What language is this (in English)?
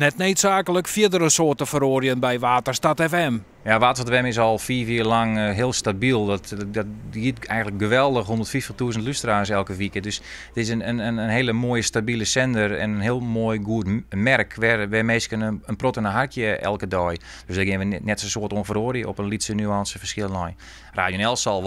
Western Frisian